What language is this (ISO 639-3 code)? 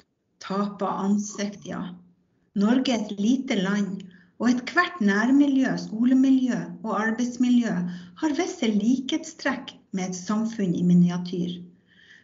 nor